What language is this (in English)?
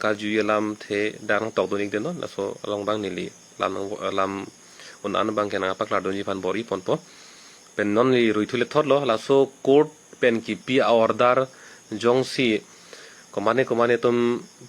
Karbi